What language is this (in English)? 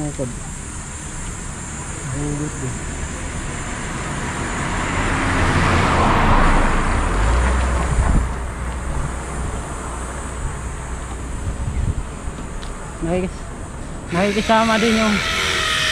Filipino